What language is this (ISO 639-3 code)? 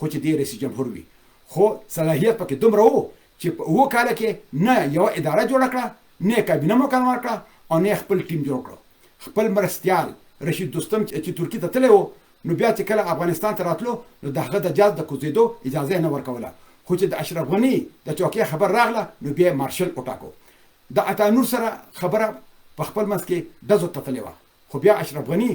pus